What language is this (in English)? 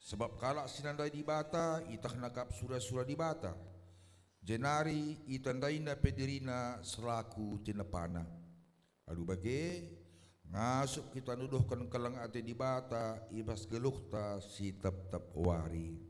Batak Karo